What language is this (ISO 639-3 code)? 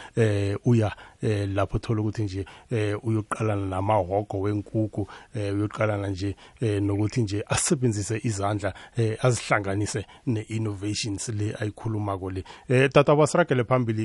nbl